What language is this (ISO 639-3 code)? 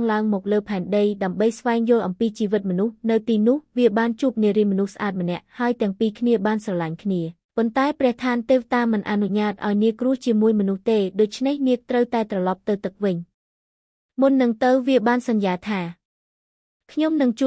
khm